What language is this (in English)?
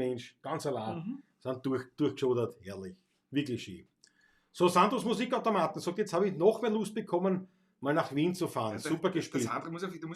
Bavarian